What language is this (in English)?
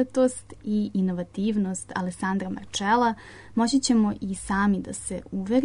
Serbian